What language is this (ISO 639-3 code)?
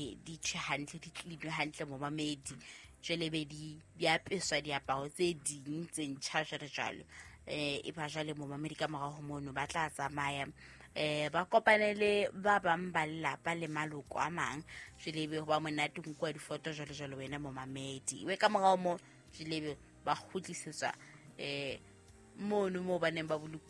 sot